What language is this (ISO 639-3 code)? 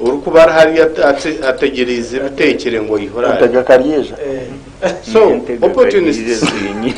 nyn